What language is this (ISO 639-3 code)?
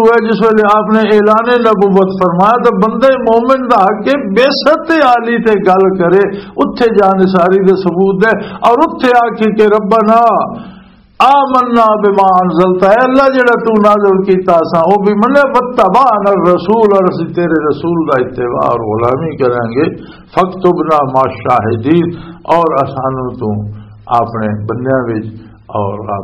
lah